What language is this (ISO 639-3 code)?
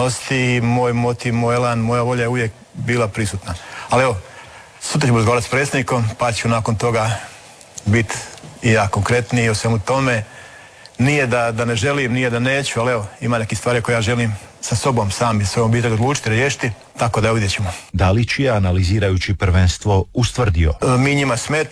hrv